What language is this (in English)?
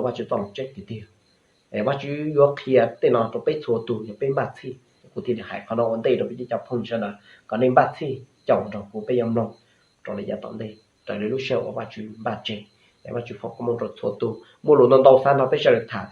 Hmong